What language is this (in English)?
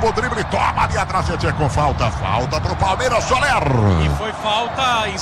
Portuguese